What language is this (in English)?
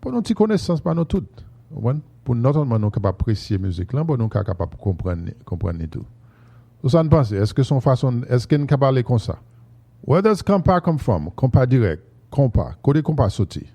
Haitian Creole